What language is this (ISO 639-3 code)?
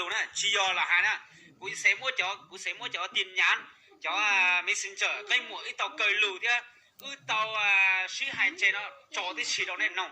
hmn